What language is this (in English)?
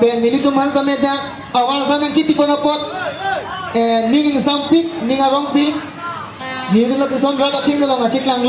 Karbi